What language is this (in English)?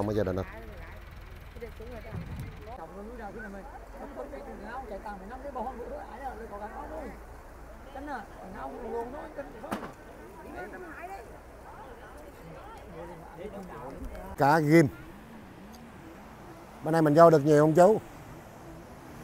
Vietnamese